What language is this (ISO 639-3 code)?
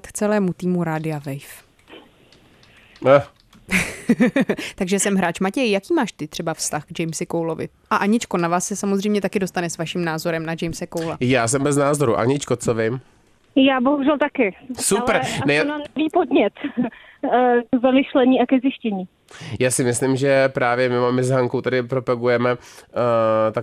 ces